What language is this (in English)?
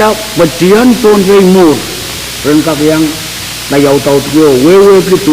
Pohnpeian